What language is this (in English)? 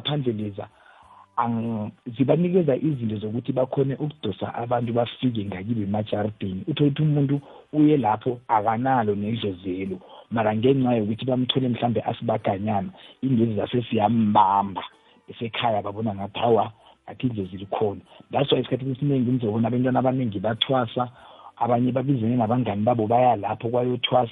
South Ndebele